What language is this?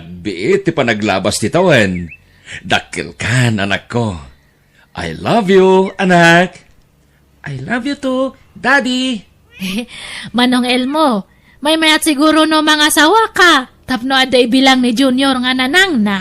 Iloko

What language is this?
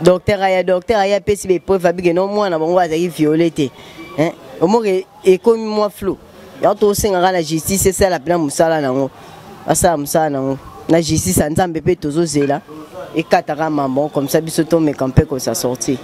Lingala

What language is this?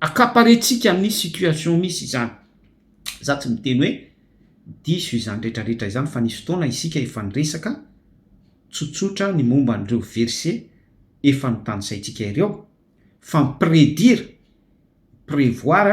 Malagasy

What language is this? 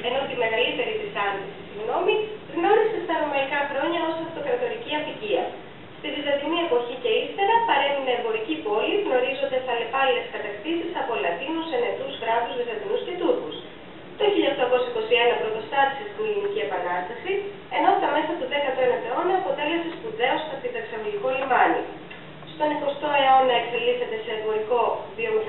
Greek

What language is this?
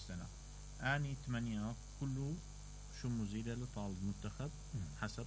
Mesopotamian Arabic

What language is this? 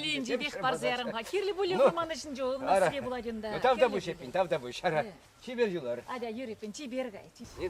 Chuvash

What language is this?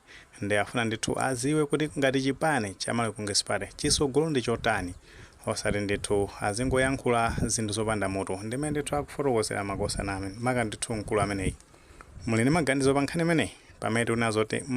Nyanja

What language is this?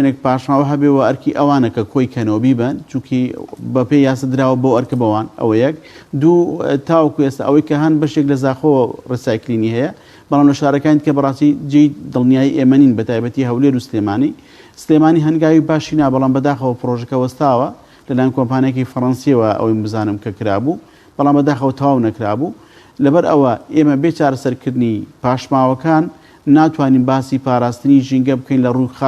Central Kurdish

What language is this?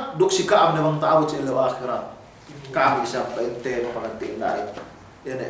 Yakan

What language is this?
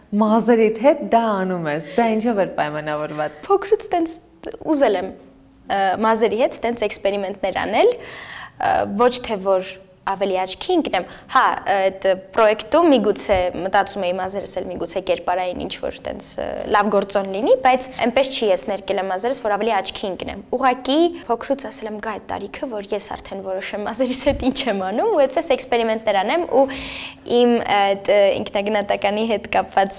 Armenian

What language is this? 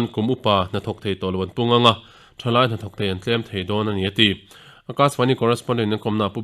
Mizo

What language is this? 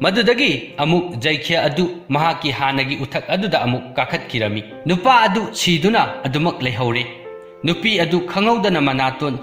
Manipuri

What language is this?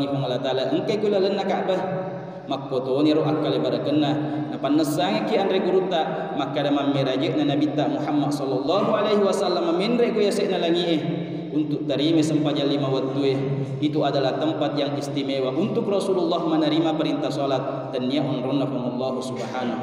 Buginese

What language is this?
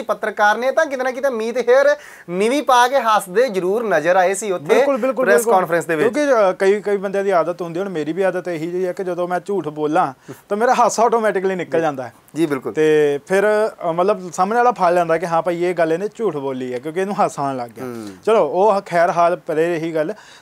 Punjabi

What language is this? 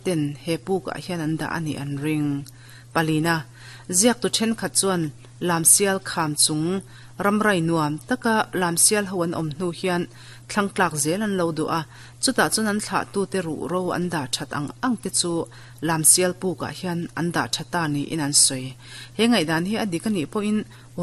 Mizo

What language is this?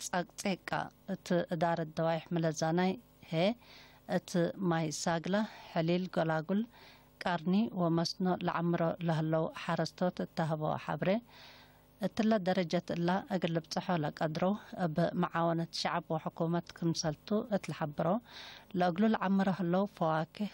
Tigre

